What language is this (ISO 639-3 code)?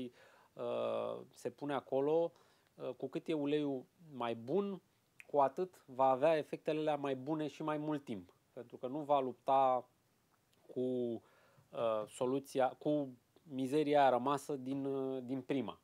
ron